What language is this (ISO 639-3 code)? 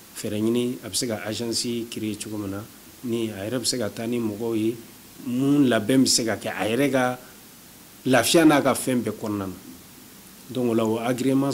bam